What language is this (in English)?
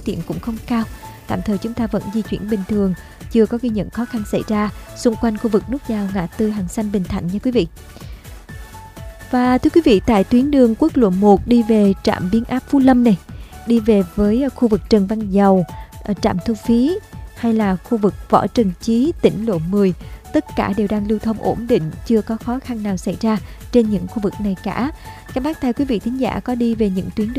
Vietnamese